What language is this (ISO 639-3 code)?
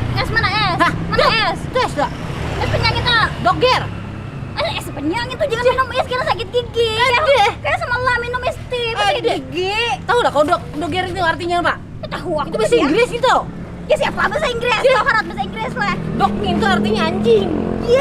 bjn